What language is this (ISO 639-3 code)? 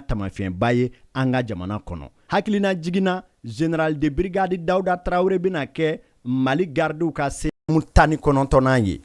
bam